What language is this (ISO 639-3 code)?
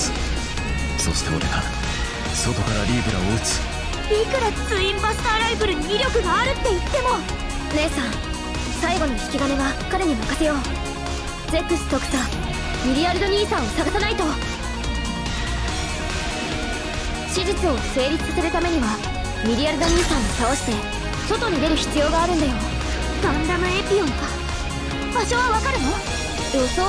jpn